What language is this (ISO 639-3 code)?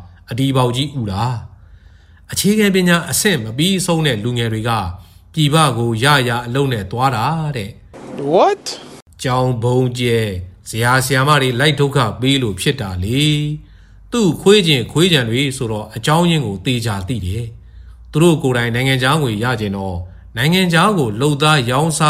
mya